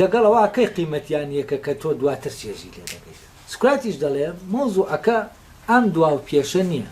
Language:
Central Kurdish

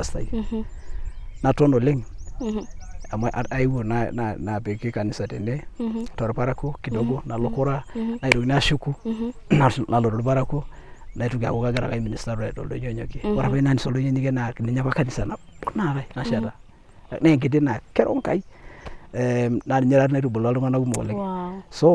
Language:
Masai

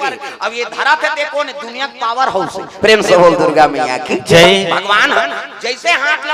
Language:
Chhattisgarhi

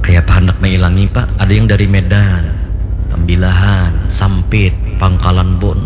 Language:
Banjar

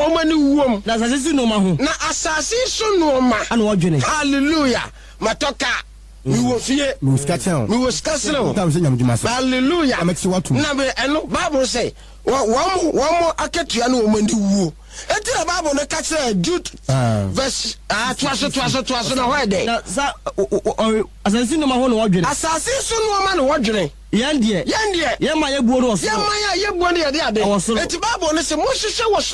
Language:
Akan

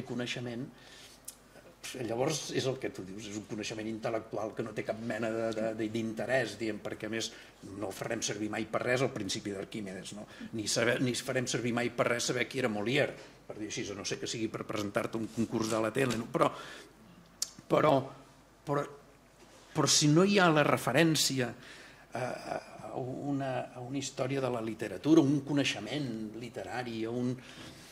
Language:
Catalan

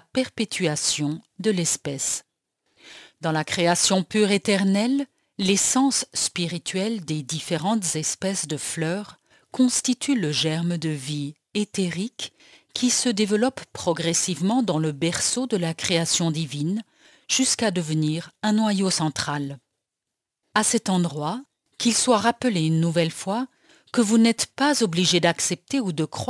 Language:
French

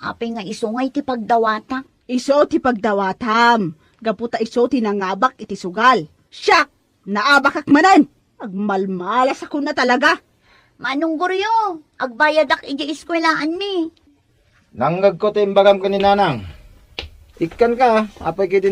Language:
Iloko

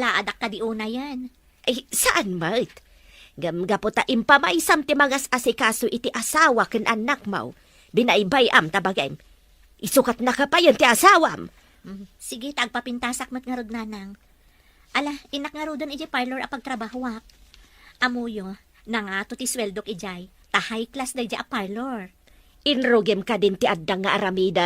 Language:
Iloko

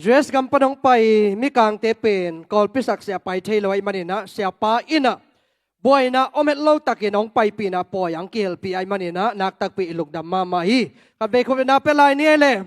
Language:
Tedim Chin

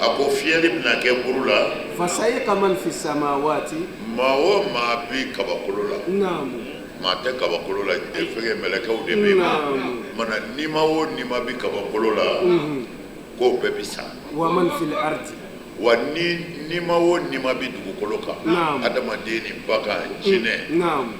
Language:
Bambara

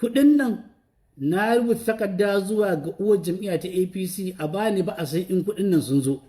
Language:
Hausa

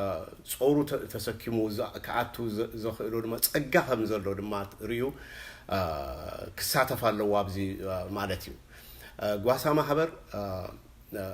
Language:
Tigrinya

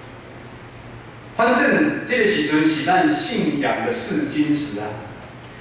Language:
Min Nan Chinese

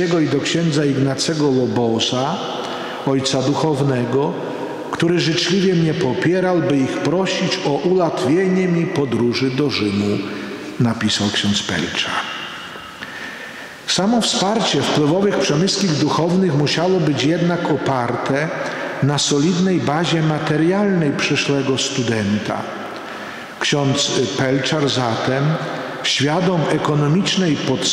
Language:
Polish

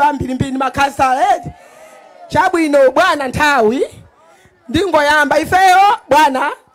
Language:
Nyanja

